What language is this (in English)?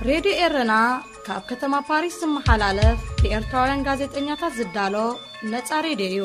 Tigrinya